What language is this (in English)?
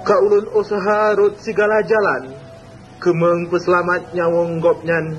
Achinese